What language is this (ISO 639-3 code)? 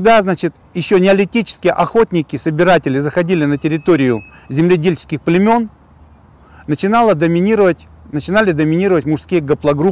rus